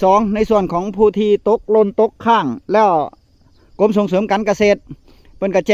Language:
Northeastern Thai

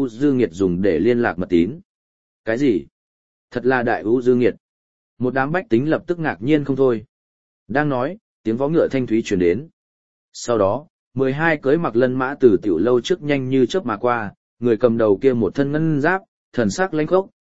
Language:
Vietnamese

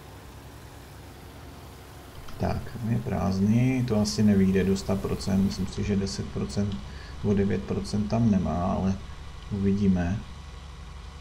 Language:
Czech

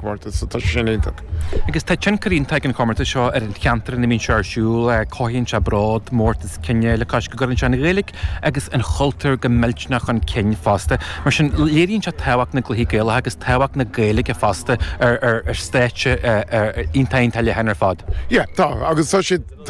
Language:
Irish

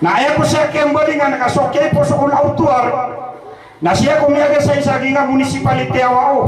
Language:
Maranao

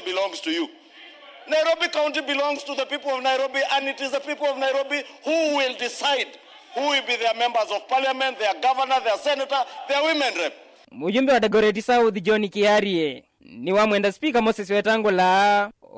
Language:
Kamba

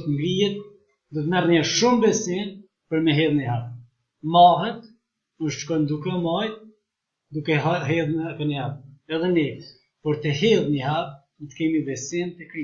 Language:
Albanian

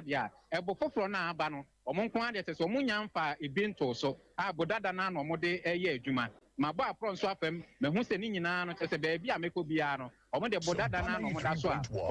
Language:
Akan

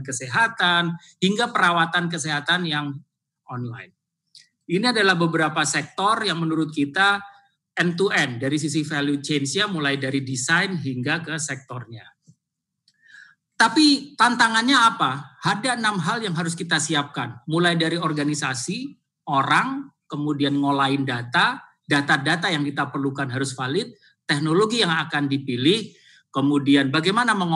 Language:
Indonesian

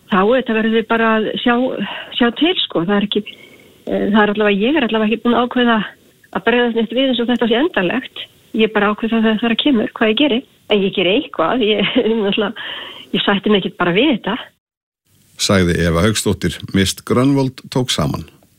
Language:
Icelandic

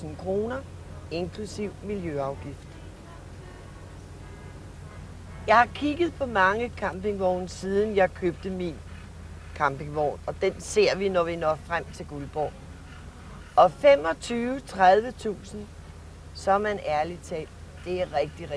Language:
Danish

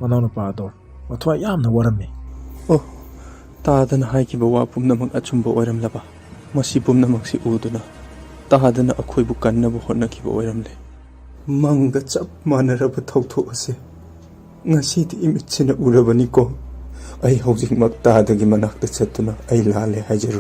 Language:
Manipuri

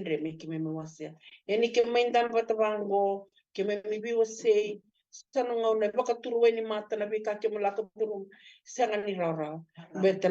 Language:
Fijian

